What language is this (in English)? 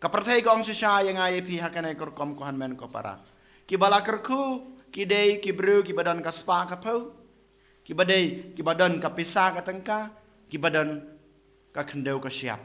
Khasi